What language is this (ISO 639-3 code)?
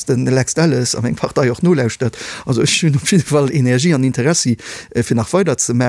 ltz